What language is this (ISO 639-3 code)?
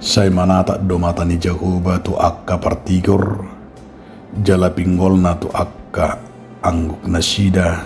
bbc